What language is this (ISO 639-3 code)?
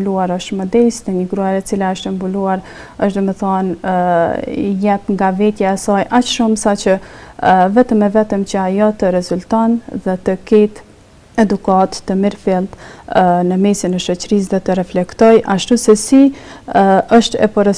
sqi